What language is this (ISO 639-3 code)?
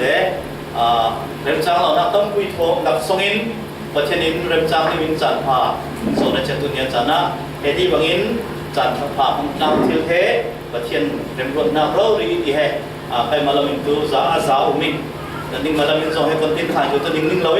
cfm